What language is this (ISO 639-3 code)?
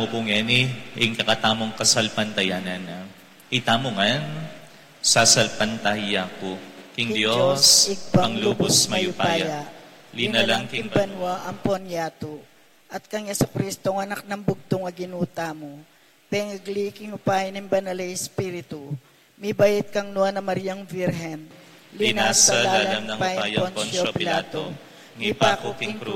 pam